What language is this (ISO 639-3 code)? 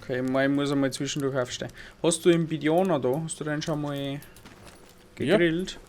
bar